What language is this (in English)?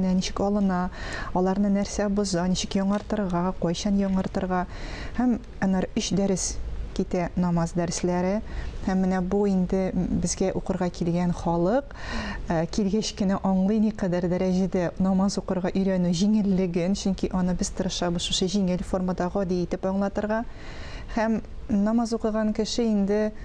Tatar